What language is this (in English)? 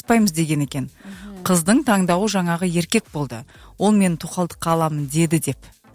Kazakh